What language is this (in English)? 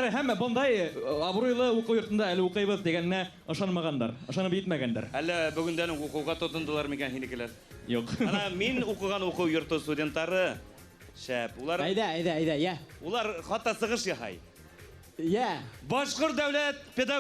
Bashkir